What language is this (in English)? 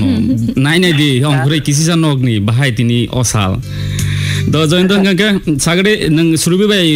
Kok Borok